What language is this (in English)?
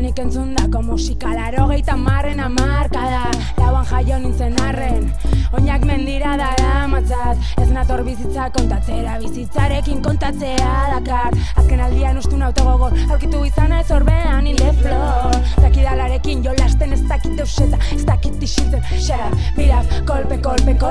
Basque